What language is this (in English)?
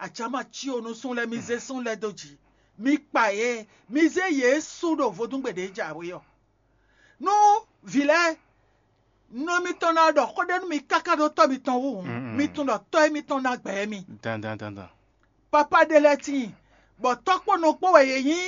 Fon